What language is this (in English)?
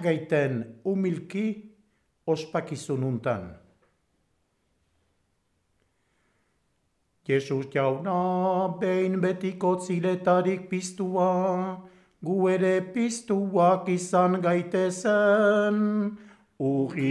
Basque